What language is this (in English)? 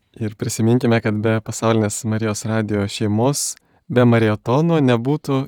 Lithuanian